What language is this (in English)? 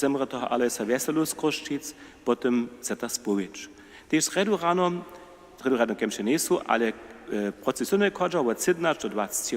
Upper Sorbian